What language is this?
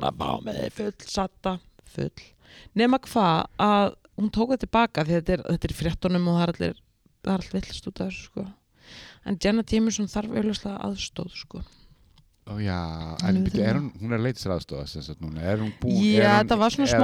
Icelandic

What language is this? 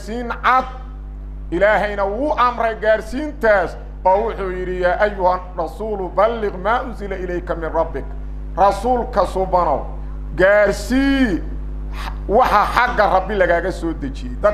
Somali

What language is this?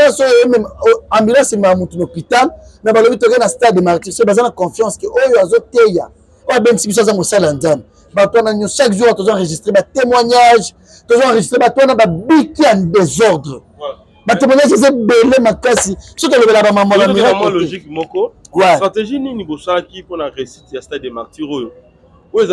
Lingala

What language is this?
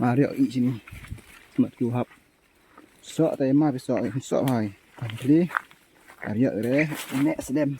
Khasi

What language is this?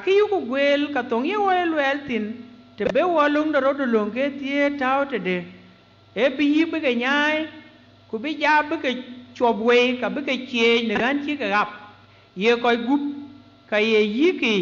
Dinka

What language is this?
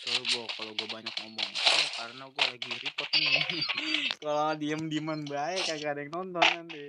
Betawi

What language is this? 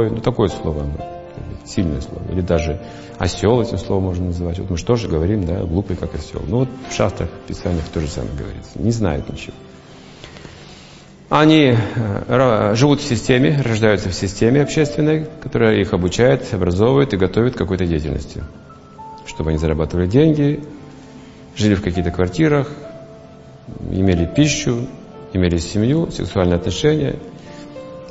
Russian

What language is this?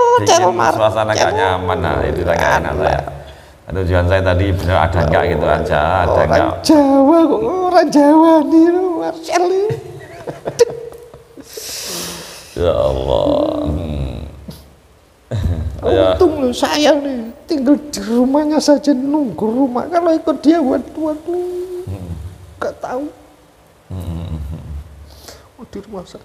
Indonesian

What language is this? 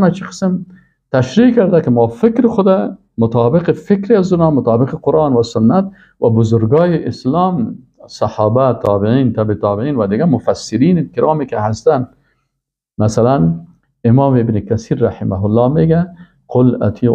Persian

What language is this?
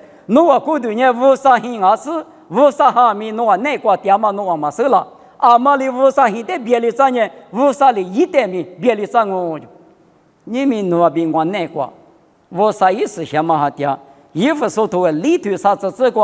Lisu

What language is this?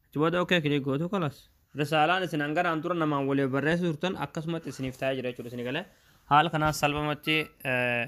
Oromo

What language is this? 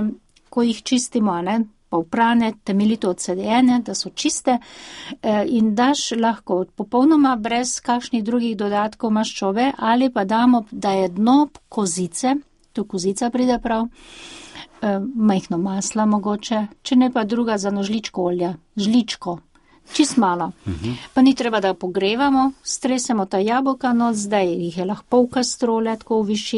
Slovenian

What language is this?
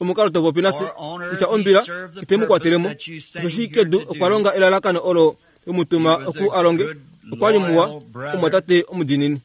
Kuanyama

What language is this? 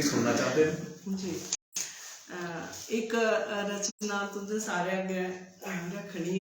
Dogri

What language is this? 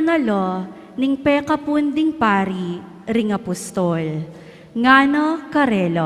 Pampanga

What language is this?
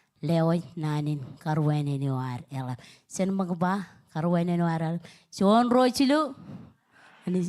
Marshallese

